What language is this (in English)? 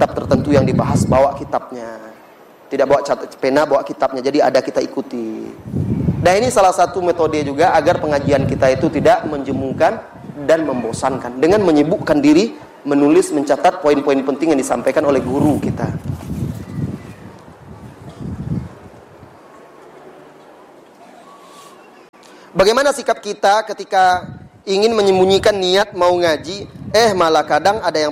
Indonesian